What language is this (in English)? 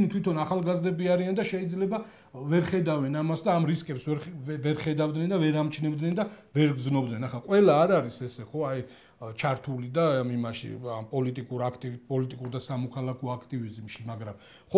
Georgian